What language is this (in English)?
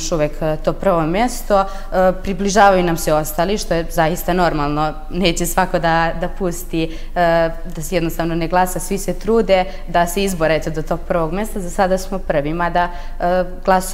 Serbian